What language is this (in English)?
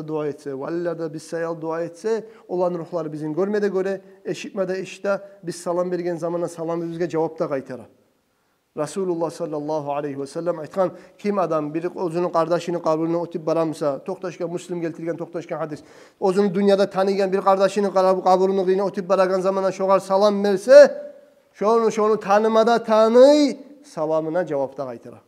Kumyk